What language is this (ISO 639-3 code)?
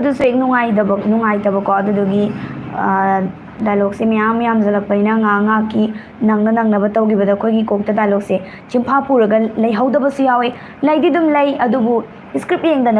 mni